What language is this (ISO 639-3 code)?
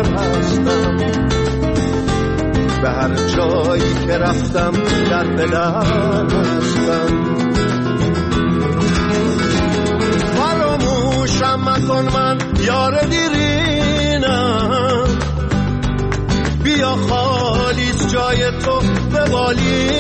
fas